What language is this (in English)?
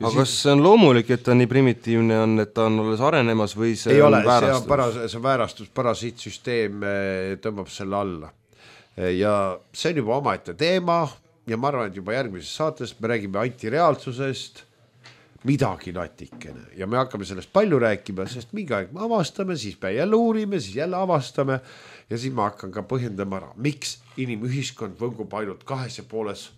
Estonian